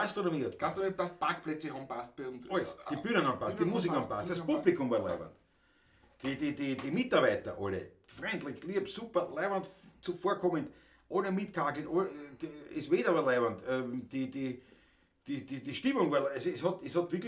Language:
Bavarian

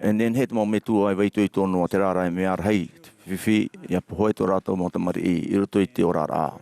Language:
Tahitian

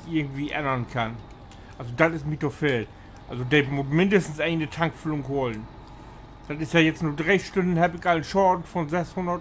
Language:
Low German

